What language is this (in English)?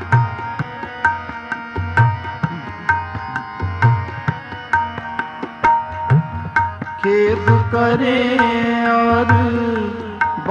Punjabi